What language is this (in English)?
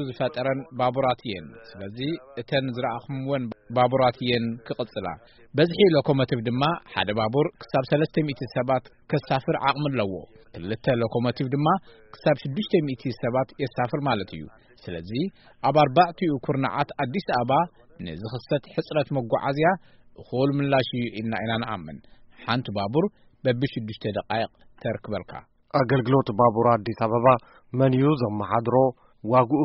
Tigrinya